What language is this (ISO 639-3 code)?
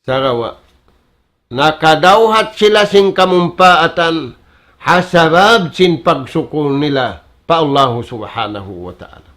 tsg